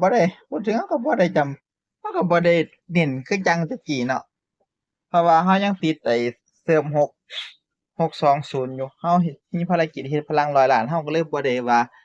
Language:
Northeastern Thai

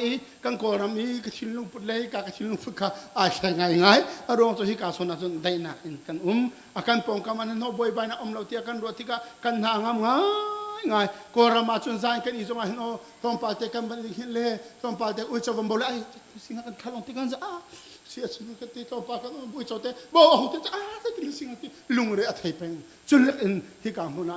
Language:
Hakha Chin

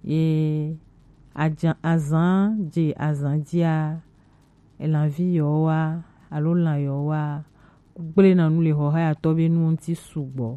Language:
Gen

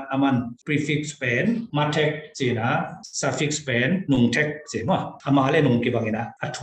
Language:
Tedim Chin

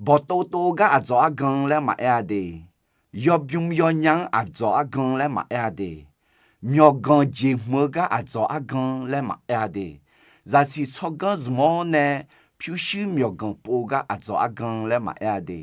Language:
Akha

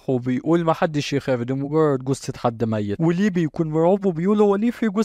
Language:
Egyptian Arabic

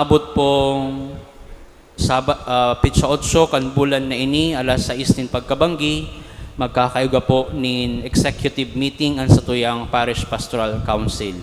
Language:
Bikol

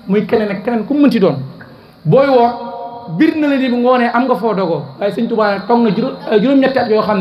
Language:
Wolof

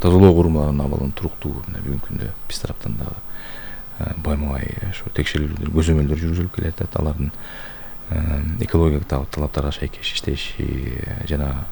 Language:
Kyrgyz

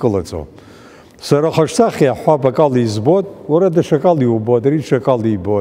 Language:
Abkhazian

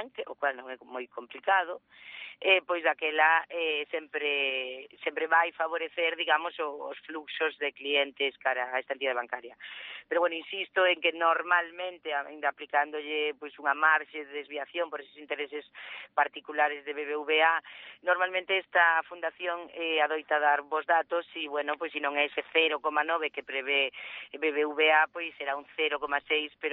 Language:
Galician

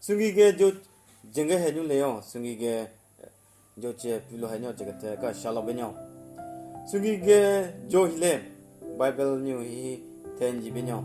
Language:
Southern Rengma Naga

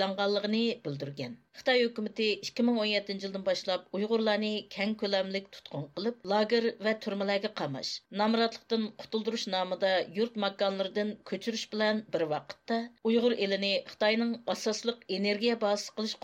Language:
Uyghur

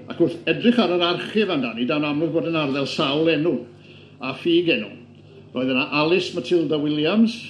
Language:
Welsh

